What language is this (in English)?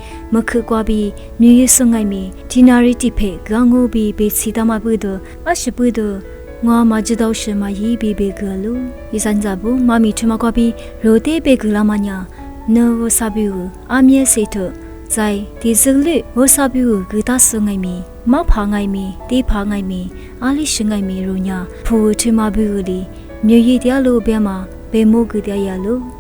Lisu